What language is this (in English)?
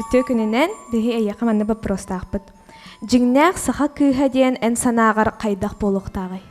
Yakut